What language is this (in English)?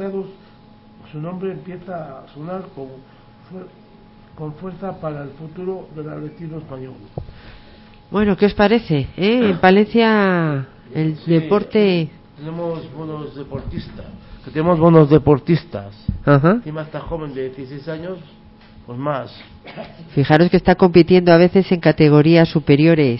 Spanish